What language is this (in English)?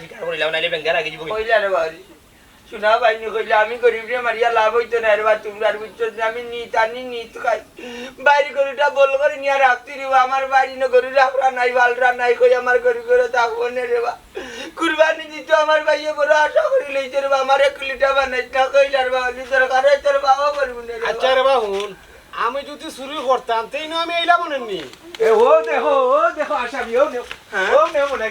Sylheti